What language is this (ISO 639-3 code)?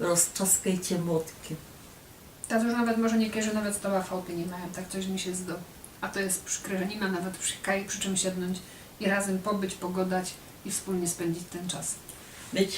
szl